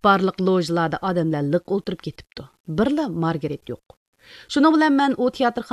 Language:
Uyghur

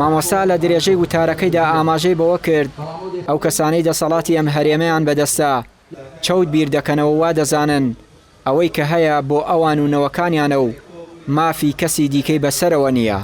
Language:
Central Kurdish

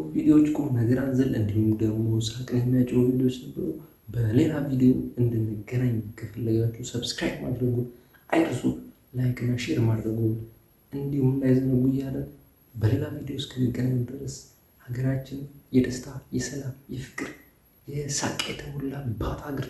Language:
Amharic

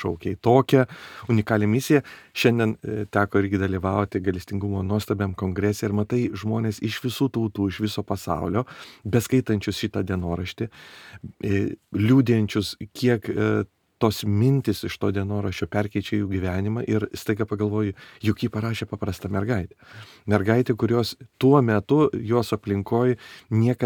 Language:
Lithuanian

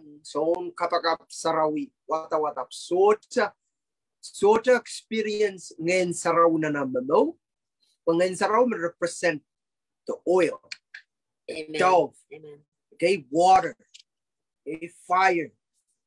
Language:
Pohnpeian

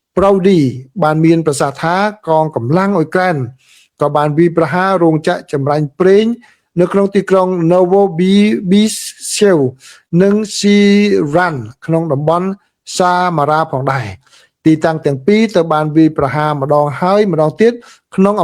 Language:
Khmer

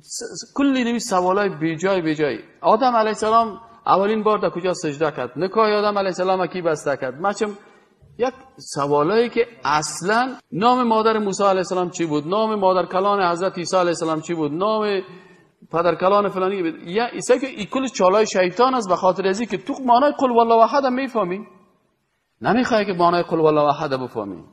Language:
Persian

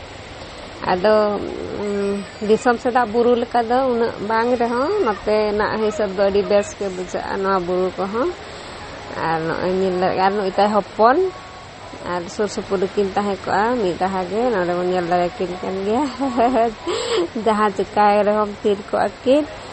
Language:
Santali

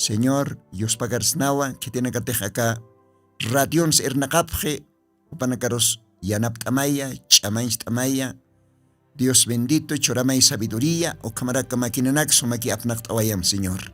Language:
Aymara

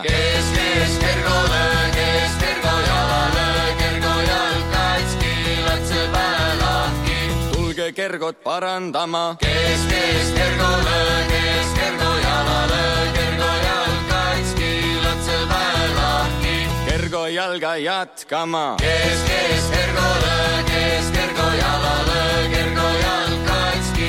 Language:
Estonian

